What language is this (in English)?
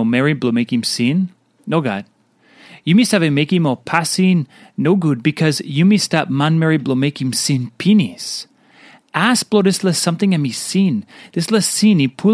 Tok Pisin